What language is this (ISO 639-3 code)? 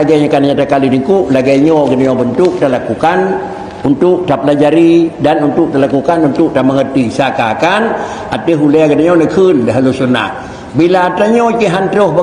ace